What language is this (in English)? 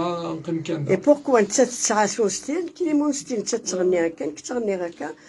Kabyle